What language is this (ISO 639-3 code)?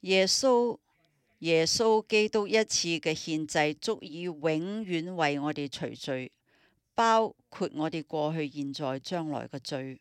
yue